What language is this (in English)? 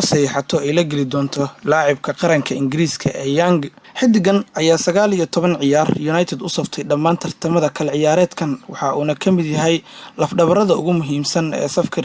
Somali